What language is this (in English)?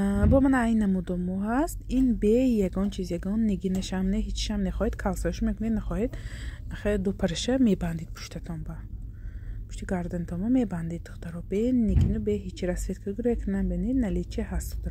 Tajik